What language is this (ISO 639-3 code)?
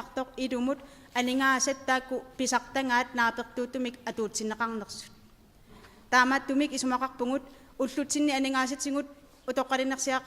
kal